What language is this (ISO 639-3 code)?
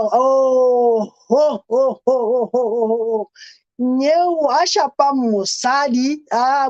sot